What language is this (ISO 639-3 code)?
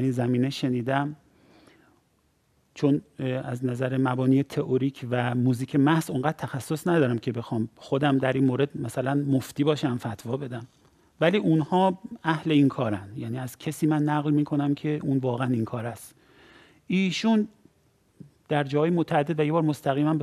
fas